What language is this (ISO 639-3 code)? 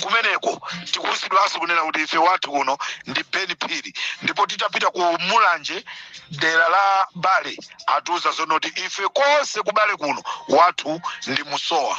nya